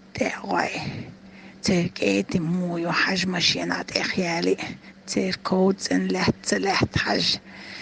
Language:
Chechen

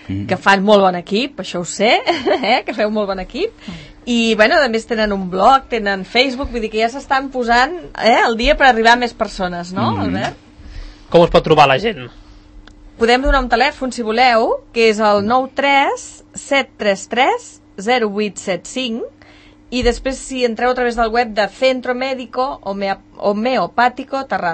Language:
Catalan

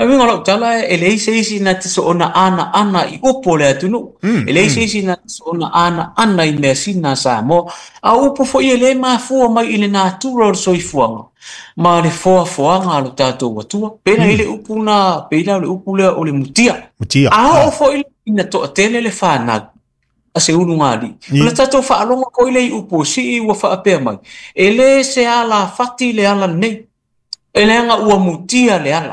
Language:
Samoan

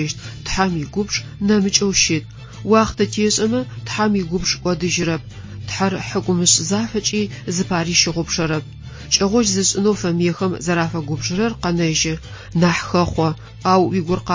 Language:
Adyghe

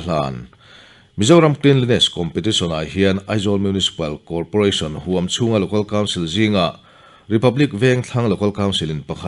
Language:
Mizo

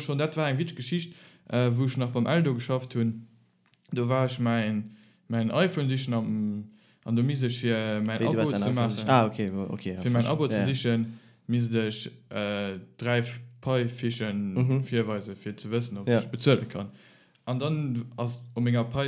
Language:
Luxembourgish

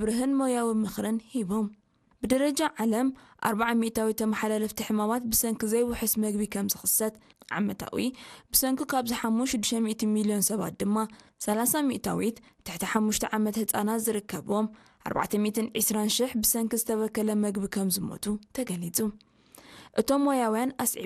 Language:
Tigrinya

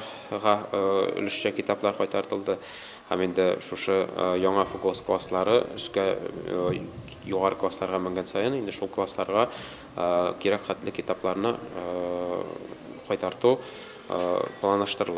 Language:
Tatar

